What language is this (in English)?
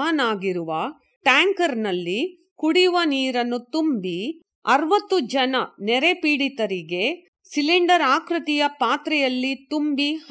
Kannada